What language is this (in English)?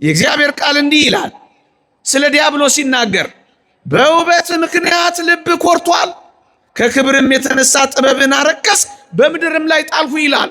Amharic